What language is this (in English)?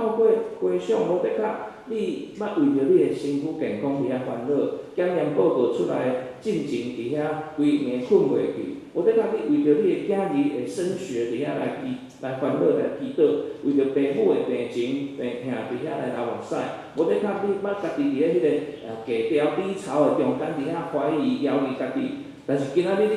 Min Nan Chinese